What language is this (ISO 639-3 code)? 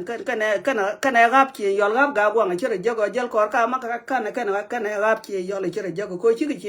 nus